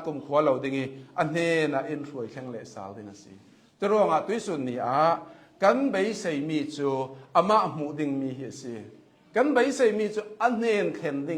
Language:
Hakha Chin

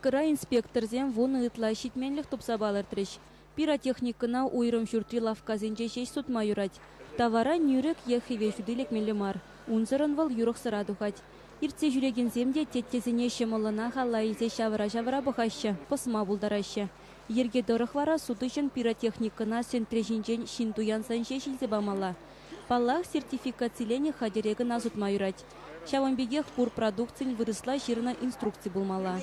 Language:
Chuvash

